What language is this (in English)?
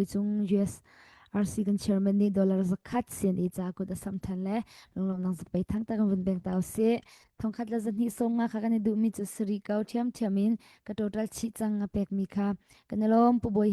Hakha Chin